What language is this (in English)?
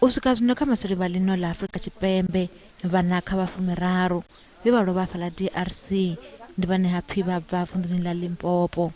Venda